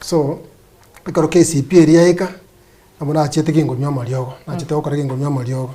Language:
Gusii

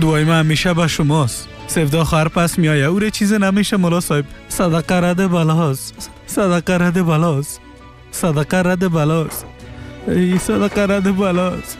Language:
Persian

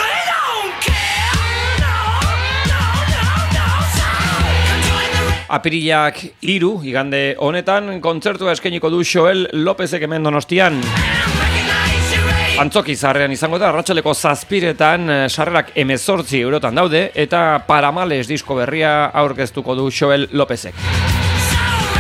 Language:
Basque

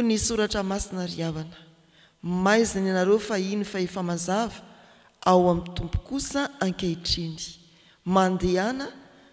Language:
Malagasy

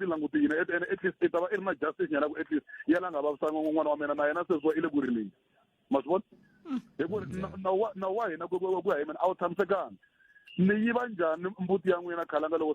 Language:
Tsonga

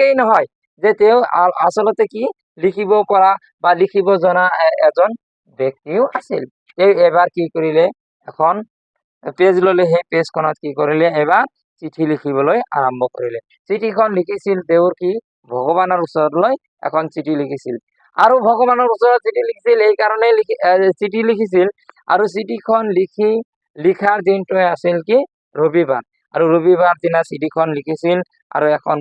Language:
Assamese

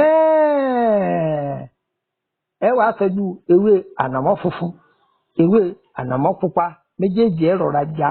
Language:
Yoruba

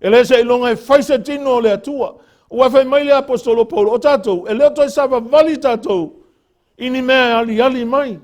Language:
Samoan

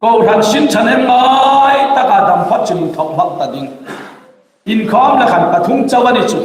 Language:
Hmar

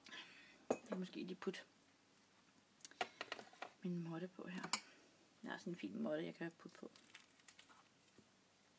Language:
Danish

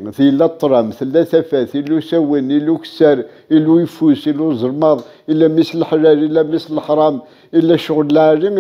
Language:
Kabyle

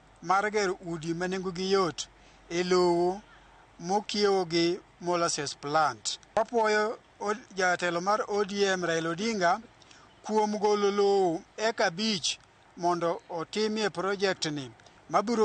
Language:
Luo (Kenya and Tanzania)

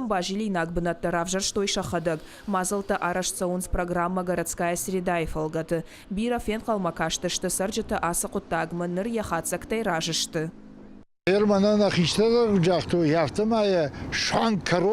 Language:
Ossetic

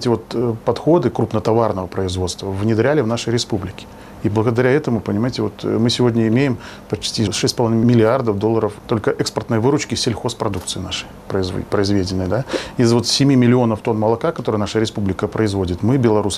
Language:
Russian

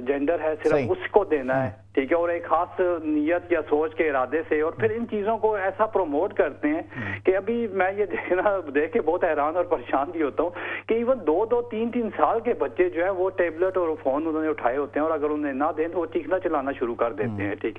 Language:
Urdu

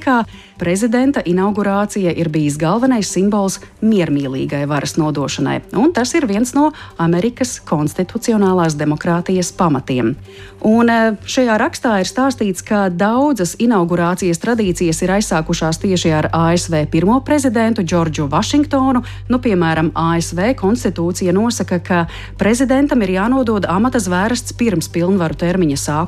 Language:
Latvian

